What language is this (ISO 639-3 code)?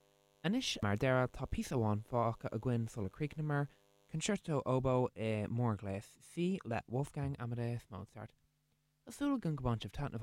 gle